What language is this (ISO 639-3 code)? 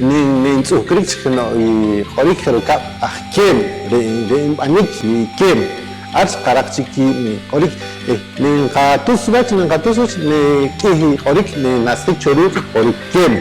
poh